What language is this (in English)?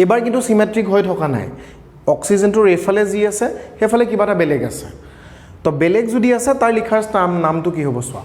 Assamese